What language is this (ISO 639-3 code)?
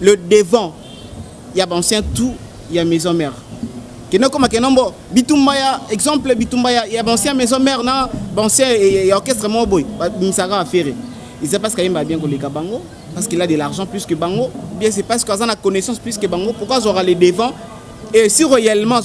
lin